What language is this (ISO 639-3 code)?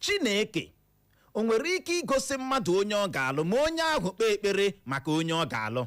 ibo